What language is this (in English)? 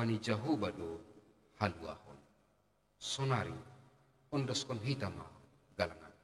Batak Simalungun